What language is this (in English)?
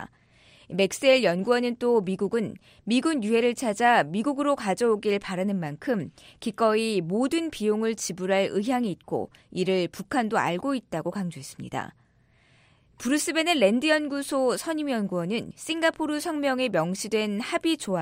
Korean